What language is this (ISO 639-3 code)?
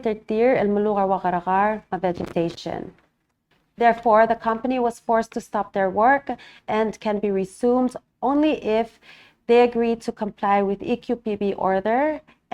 pau